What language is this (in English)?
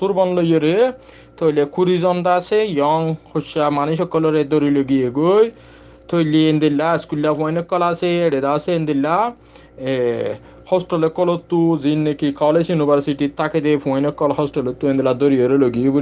Rohingya